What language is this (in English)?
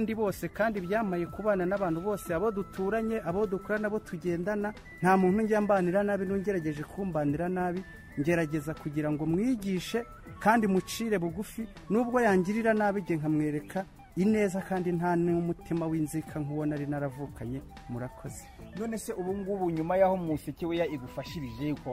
Kinyarwanda